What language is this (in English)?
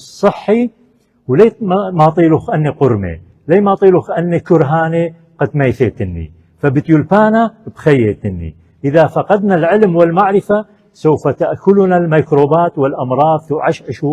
Assyrian Neo-Aramaic